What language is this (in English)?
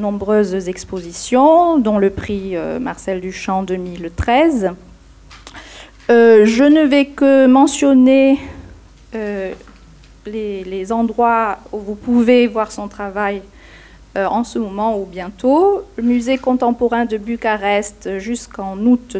French